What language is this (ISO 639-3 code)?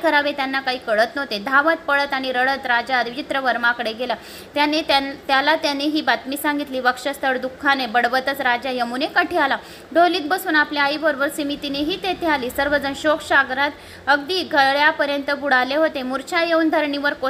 mar